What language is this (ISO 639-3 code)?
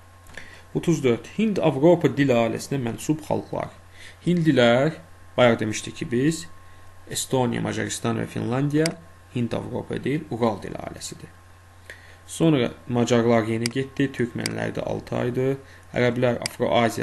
aze